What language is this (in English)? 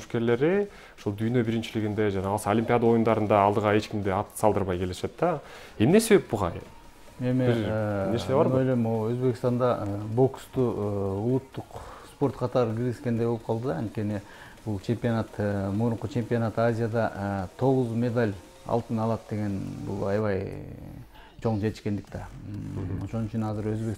Kyrgyz